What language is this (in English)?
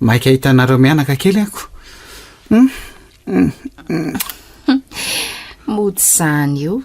Malagasy